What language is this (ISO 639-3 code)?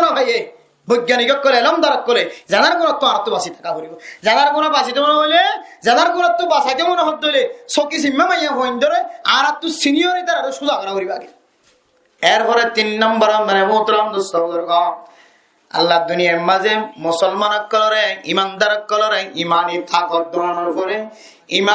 rhg